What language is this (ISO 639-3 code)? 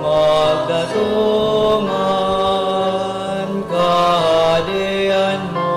bik